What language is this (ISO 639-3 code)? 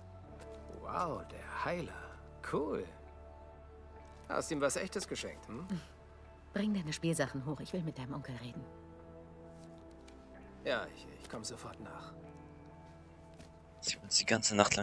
deu